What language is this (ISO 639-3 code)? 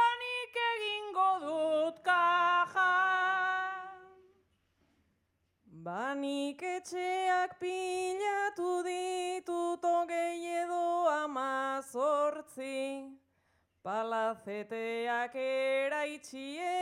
eus